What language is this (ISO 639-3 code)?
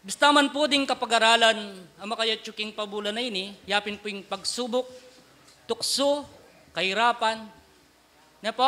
pam